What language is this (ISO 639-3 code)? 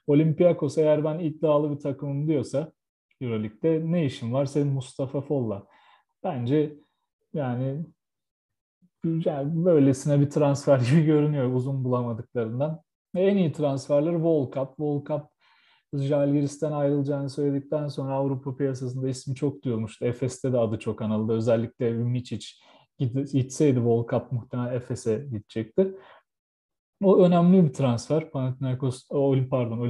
tur